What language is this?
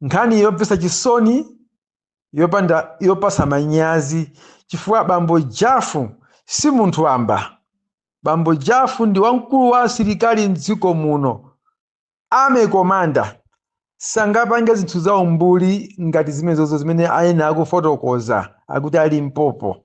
Nyanja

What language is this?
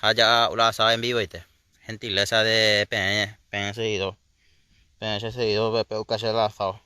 Guarani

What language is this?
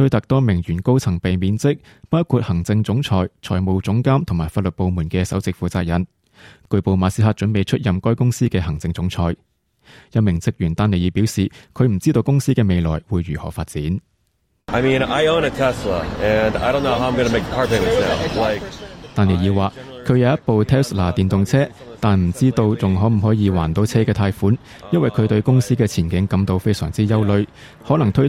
Cantonese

